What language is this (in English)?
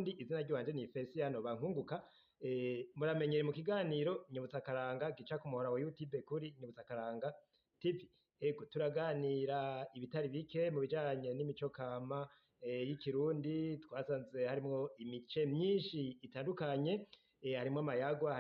Rundi